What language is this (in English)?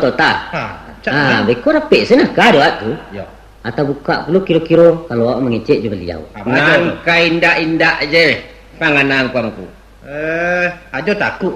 Minangkabau